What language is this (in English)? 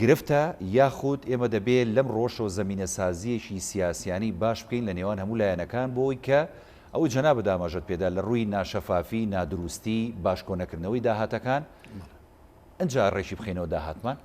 Central Kurdish